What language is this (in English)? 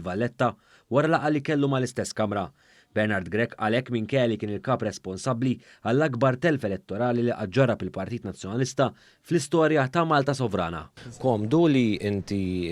Maltese